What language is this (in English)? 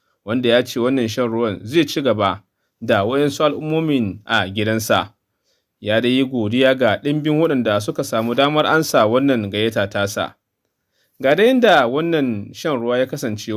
Hausa